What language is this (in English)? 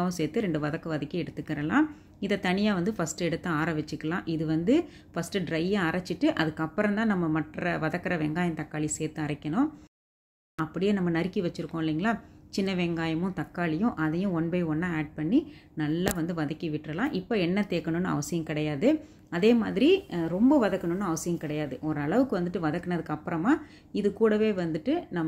Tamil